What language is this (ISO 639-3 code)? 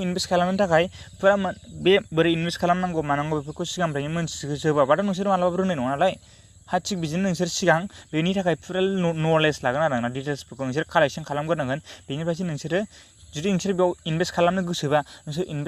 brx